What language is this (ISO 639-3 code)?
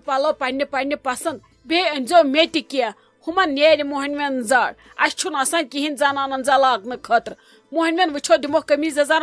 kas